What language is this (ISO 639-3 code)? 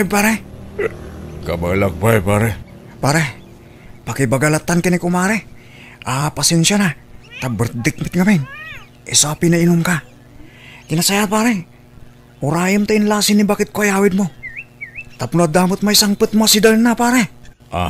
ilo